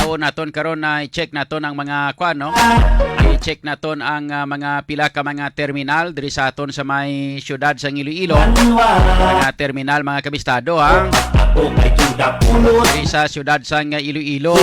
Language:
Hiligaynon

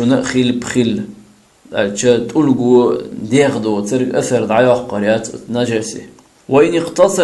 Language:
Chechen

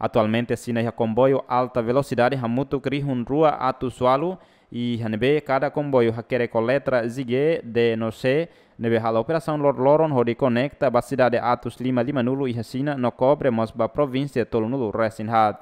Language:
Tetum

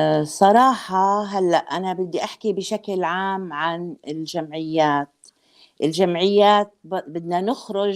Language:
North Levantine Arabic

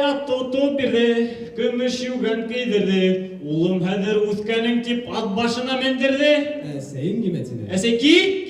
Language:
Bashkir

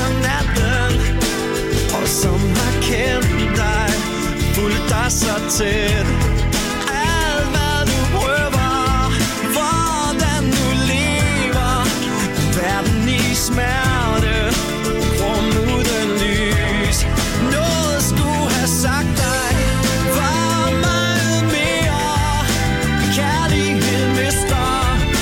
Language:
Danish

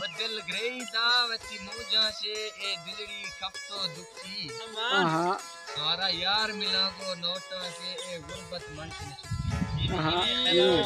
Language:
Saraiki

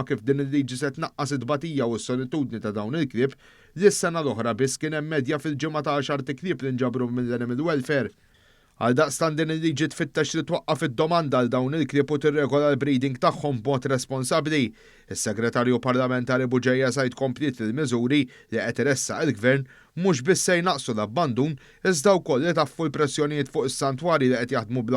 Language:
Maltese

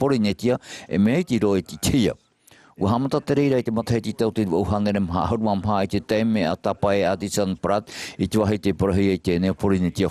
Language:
Tahitian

